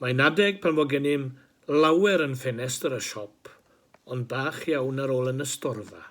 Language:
Welsh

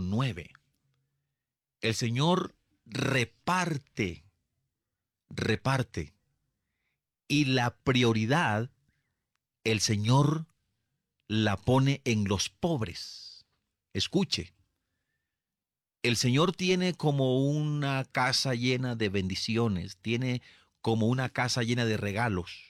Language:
Spanish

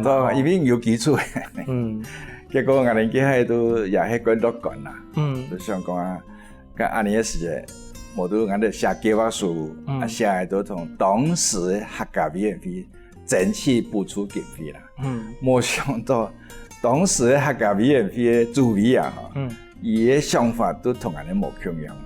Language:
Hakka Chinese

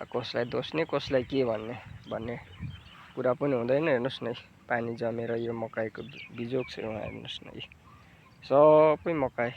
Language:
Nepali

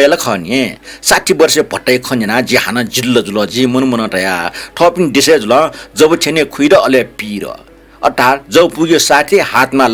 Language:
Newari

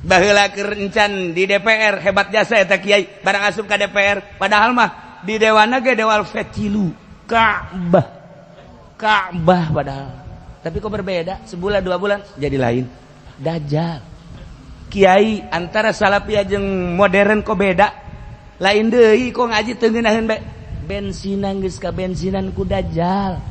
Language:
Sundanese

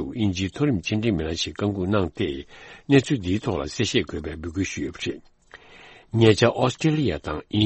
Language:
Tibetan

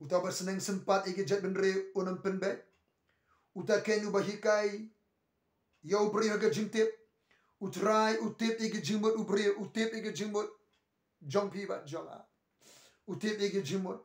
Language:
Khasi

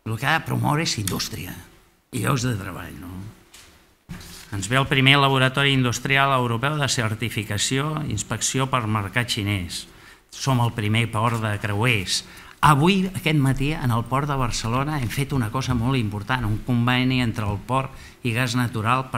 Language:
Catalan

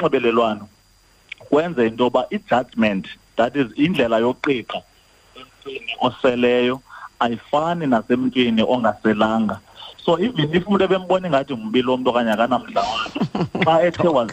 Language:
Xhosa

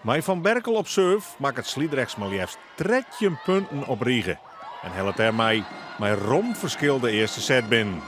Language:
Western Frisian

